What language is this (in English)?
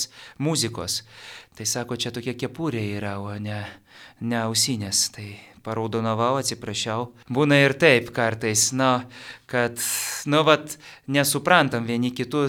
Lithuanian